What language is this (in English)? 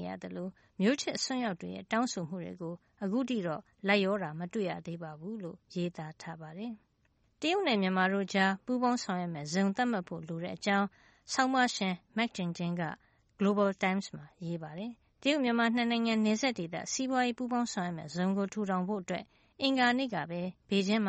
Burmese